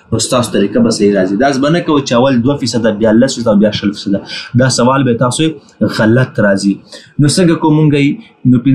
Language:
Pashto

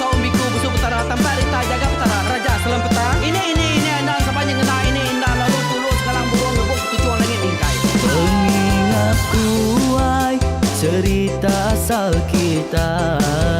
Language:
Iban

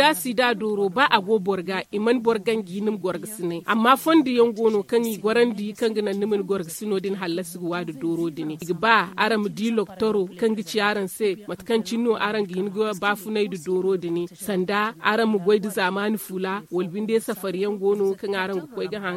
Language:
Zarma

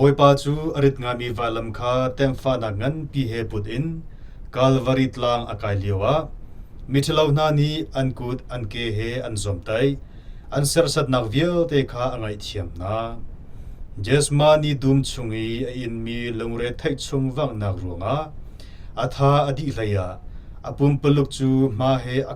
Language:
Hakha Chin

